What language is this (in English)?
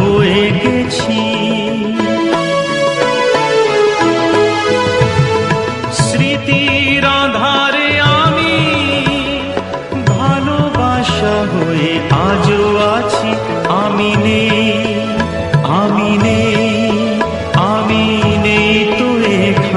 Bangla